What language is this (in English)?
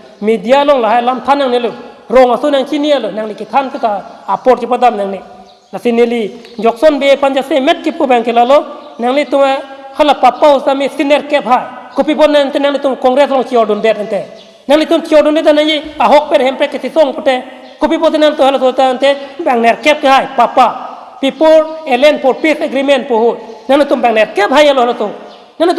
Karbi